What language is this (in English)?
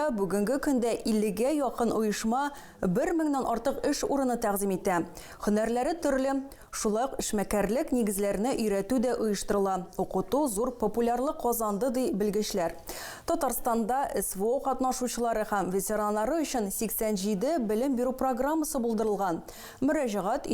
Tatar